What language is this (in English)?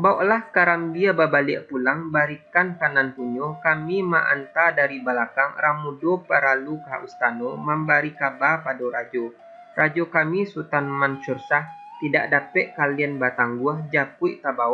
Minangkabau